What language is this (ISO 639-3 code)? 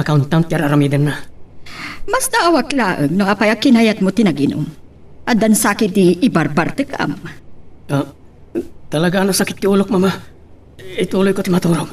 ilo